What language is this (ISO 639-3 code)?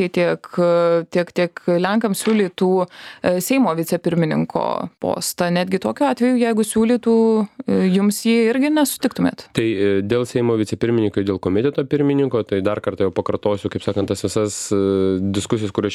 lit